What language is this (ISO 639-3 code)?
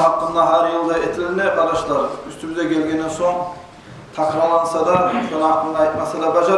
kum